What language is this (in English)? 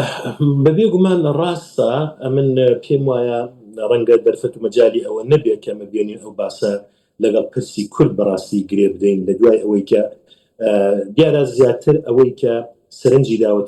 Central Kurdish